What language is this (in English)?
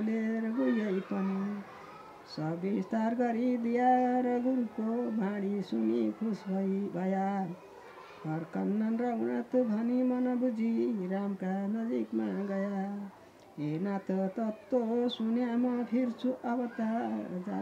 Nepali